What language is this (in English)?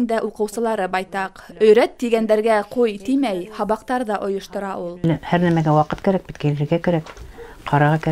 Bashkir